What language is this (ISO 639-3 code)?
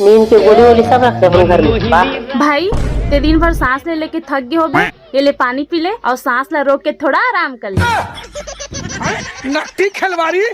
hne